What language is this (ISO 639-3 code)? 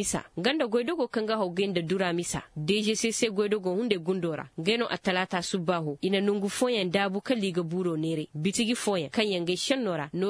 ses